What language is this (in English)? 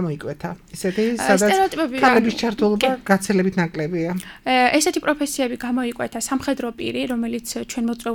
Georgian